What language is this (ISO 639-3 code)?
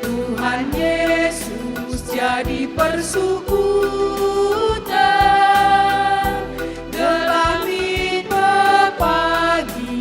btx